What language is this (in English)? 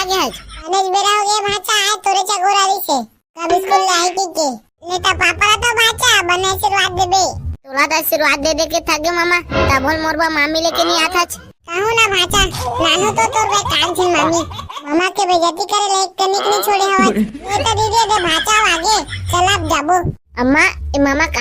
Chhattisgarhi